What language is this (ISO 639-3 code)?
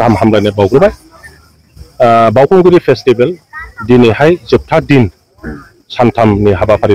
brx